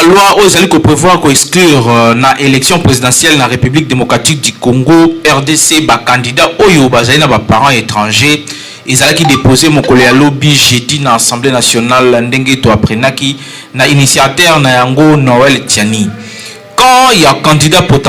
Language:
Lingala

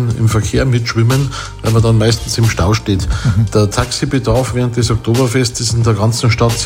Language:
German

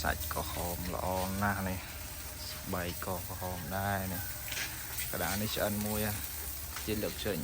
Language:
Khmer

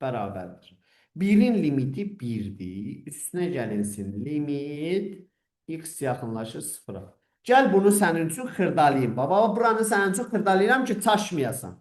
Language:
Azerbaijani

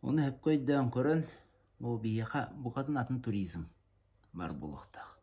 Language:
Yakut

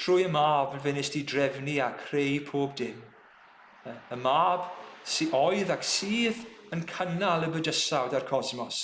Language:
Welsh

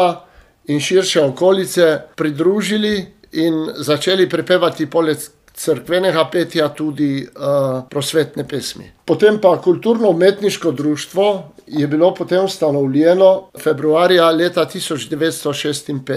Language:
Slovenian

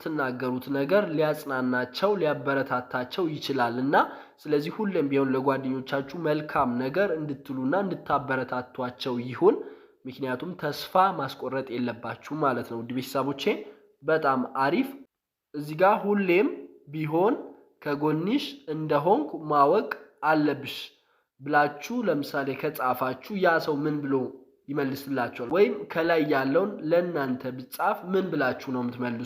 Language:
Amharic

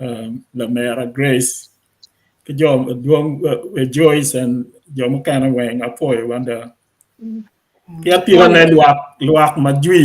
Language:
Acoli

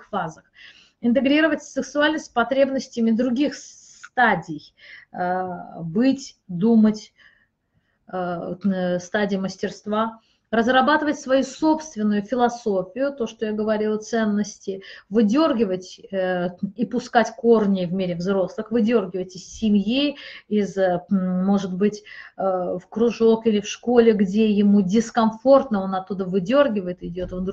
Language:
Russian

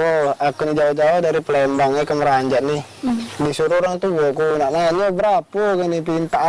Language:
Musi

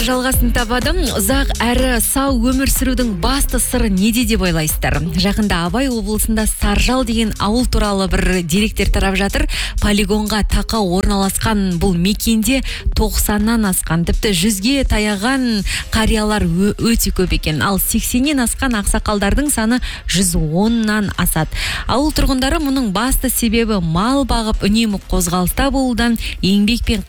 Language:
Kazakh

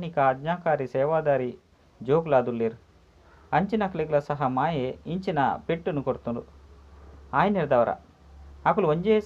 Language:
Tulu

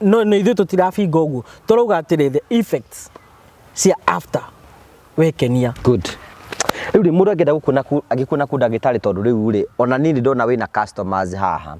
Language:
Kikuyu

